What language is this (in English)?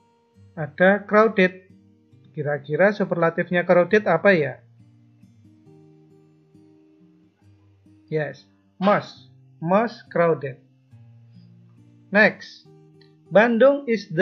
Indonesian